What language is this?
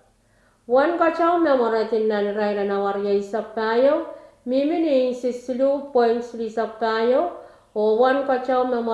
Pohnpeian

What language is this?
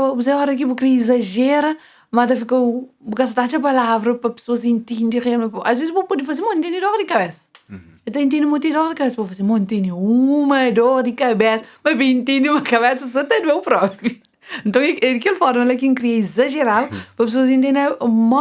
Kabuverdianu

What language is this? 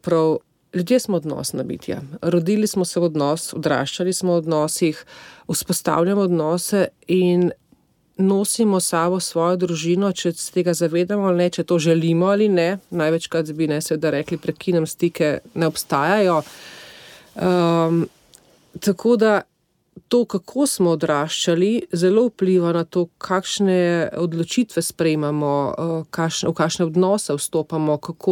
Slovenian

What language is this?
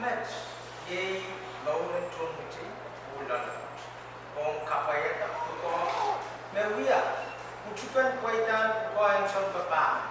Pohnpeian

